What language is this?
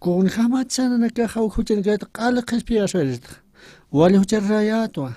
Aymara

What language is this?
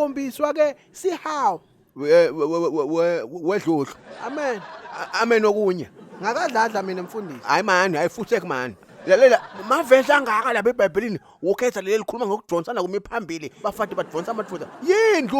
Zulu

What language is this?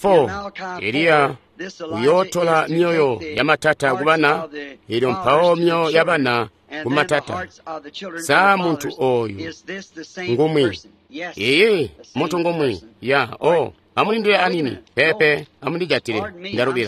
Tonga (Zambia)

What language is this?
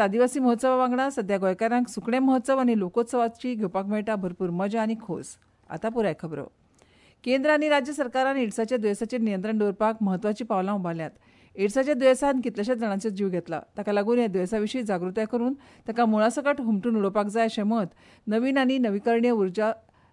Konkani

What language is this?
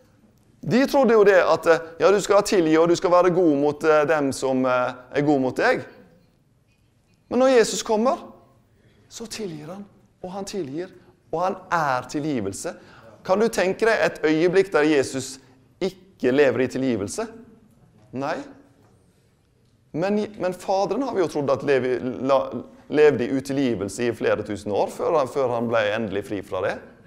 Norwegian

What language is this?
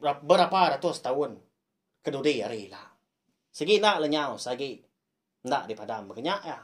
Iban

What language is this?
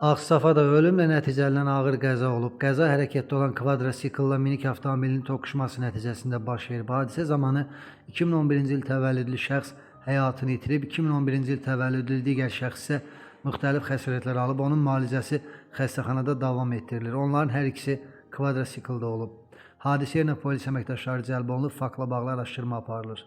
Azerbaijani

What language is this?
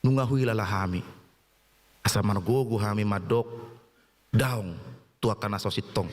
Batak Toba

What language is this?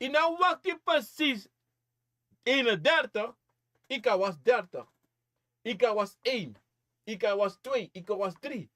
Sranan Tongo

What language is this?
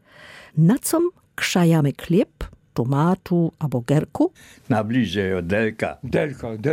Lower Sorbian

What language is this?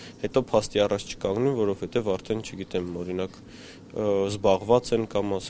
Armenian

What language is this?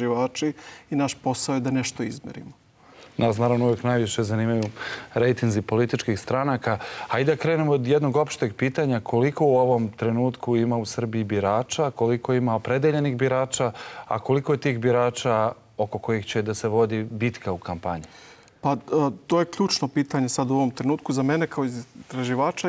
Serbian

